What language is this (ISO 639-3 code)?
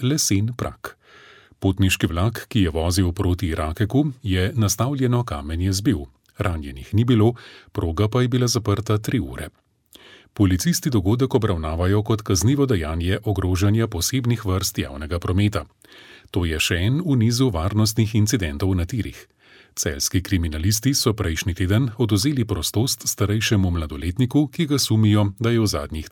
slv